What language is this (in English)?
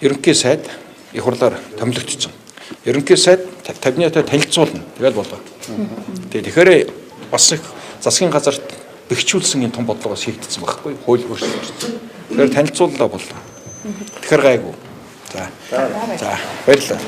Mongolian